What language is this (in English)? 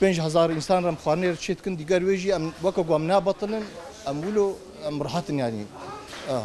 Kurdish